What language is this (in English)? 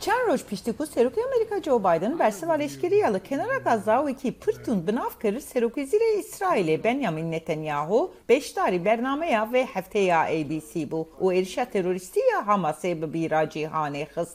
Kurdish